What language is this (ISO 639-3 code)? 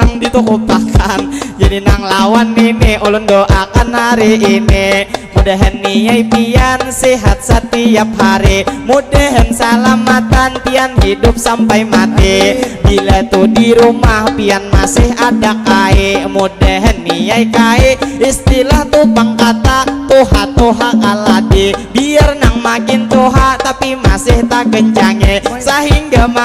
bjn